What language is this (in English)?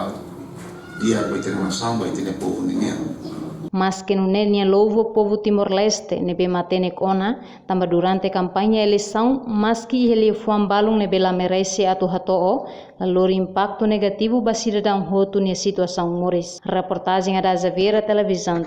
Tetum